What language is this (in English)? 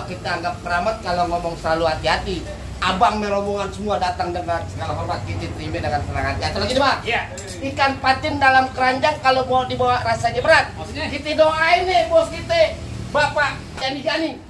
Betawi